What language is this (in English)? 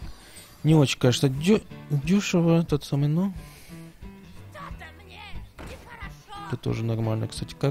Russian